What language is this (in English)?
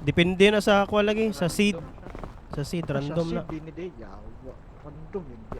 Cebuano